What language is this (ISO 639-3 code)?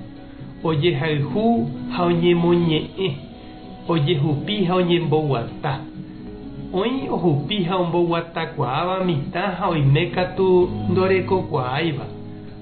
grn